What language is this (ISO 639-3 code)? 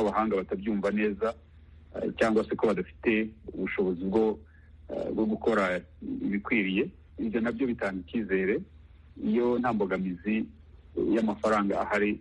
kin